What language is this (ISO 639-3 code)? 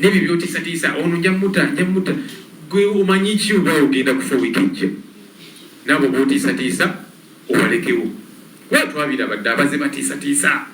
lug